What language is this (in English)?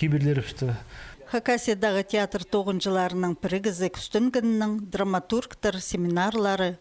Khakas